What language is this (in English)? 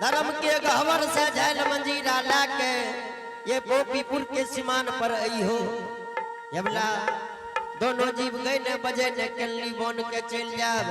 Angika